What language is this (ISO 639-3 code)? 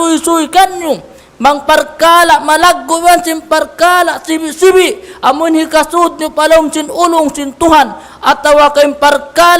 tsg